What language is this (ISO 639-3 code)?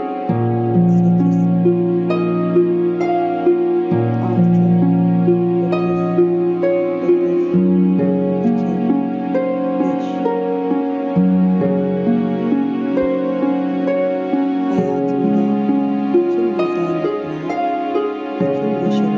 tur